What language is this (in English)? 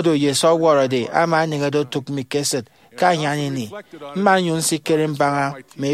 Efik